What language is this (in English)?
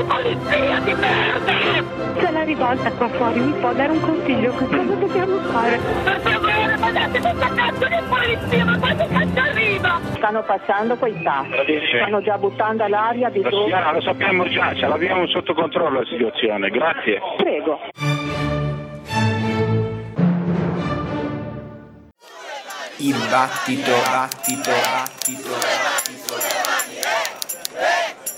Italian